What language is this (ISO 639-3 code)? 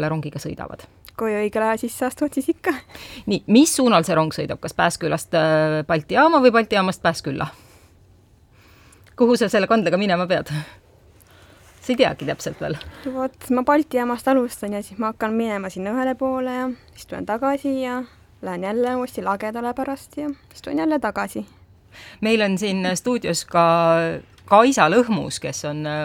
est